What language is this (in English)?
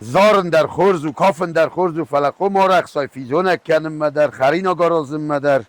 Ossetic